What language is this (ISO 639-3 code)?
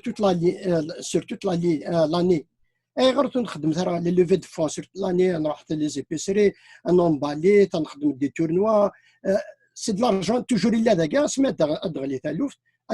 kab